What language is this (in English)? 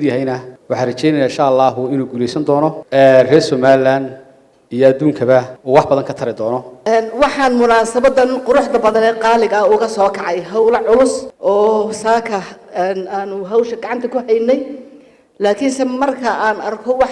Somali